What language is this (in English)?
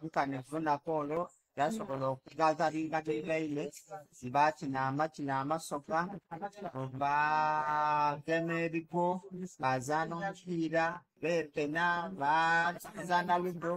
Soga